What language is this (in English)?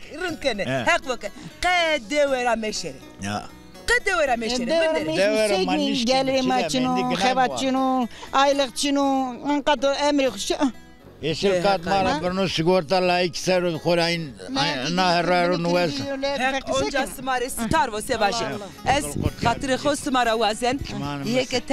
Zaza